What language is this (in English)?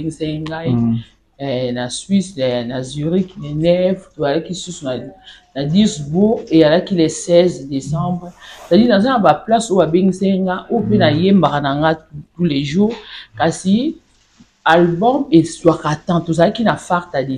Lingala